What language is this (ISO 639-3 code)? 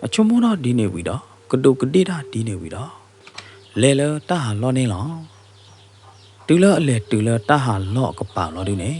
ksw